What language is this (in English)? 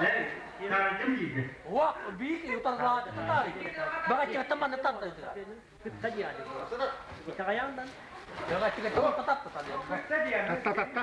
Yakut